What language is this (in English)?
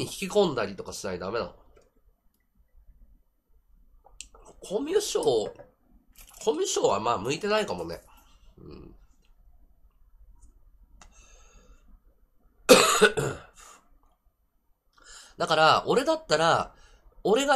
Japanese